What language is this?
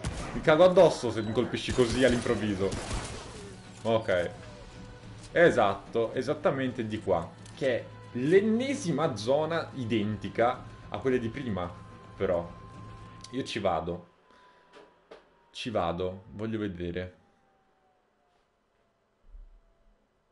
Italian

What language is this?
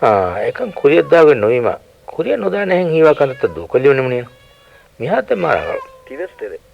Divehi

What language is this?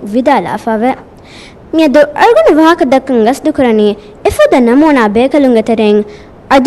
Divehi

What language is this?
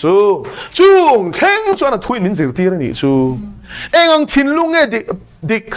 Mizo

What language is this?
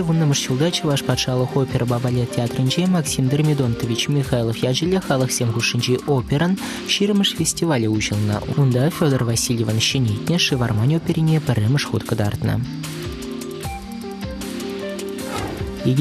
Chuvash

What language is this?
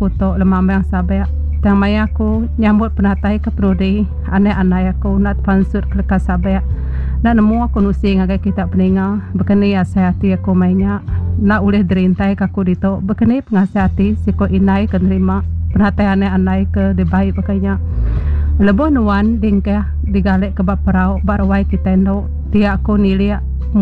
Iban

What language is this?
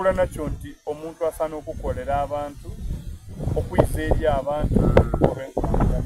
Soga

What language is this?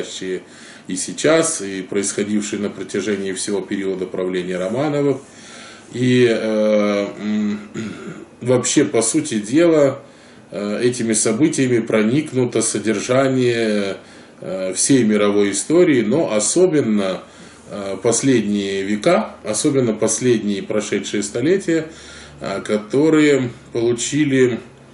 Russian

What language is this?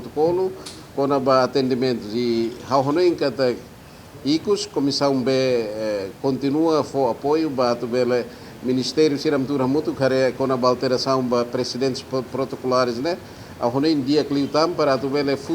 Tetum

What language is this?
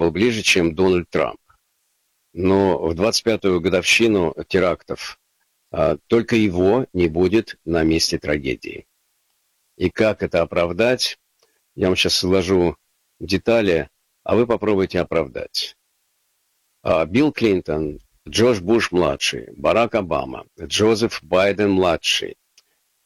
Russian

